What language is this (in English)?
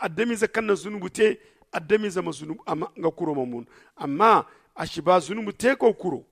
Zarma